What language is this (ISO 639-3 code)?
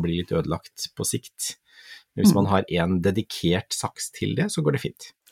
nor